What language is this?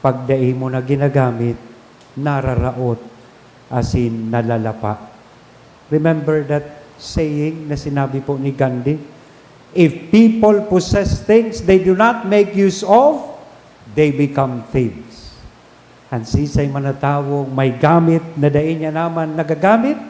Bikol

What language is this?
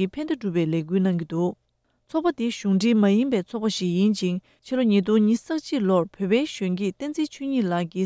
Tibetan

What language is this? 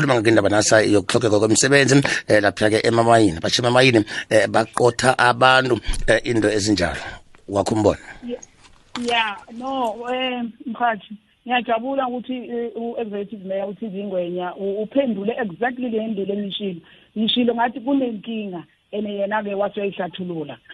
South Ndebele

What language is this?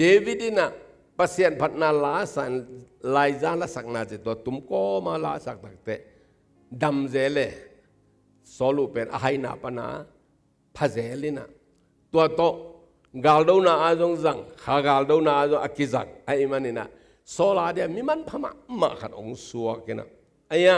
Tedim Chin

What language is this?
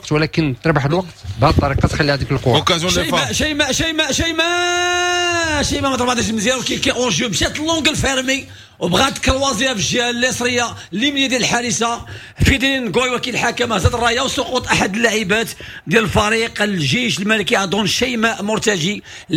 Moroccan Arabic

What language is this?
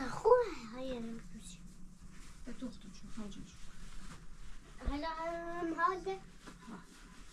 Persian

